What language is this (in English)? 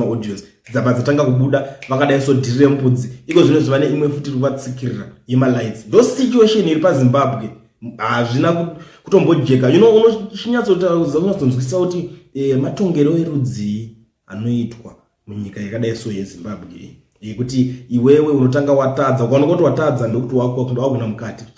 Shona